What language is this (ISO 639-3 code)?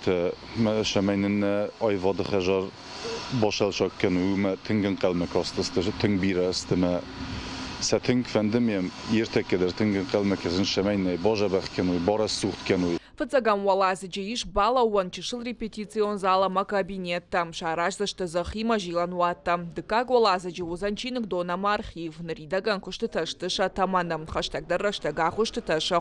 oss